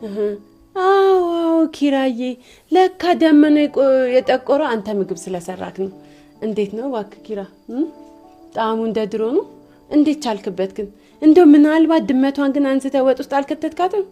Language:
Amharic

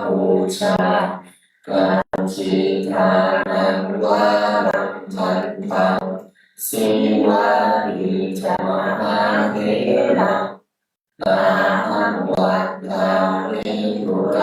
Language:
Pali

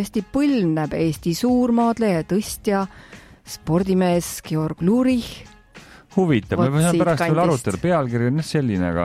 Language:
Estonian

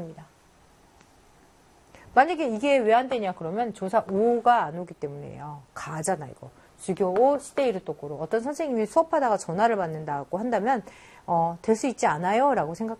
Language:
Korean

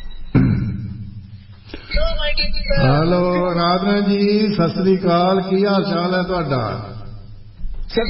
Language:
Punjabi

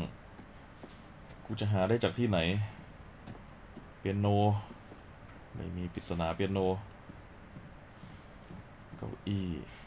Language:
Thai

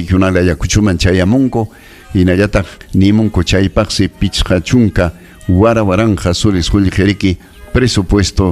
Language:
Ayacucho Quechua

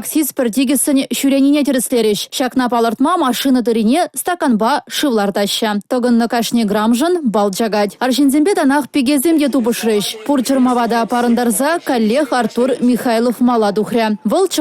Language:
Chuvash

